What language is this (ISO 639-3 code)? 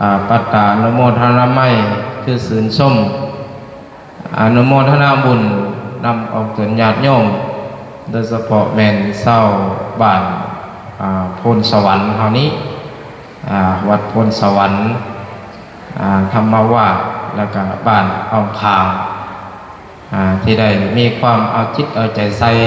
lao